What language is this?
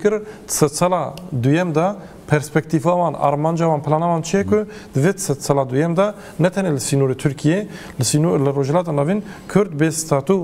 Kurdish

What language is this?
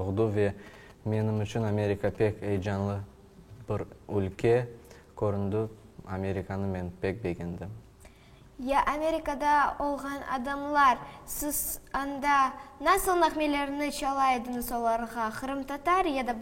Crimean Tatar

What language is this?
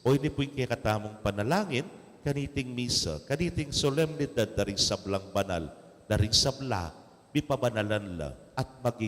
Pampanga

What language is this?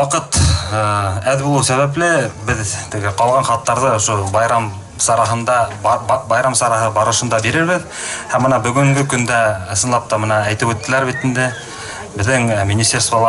Bashkir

